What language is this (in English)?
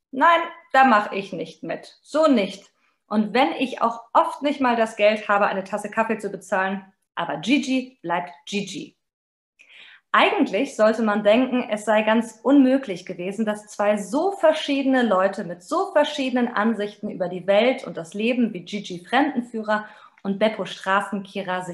German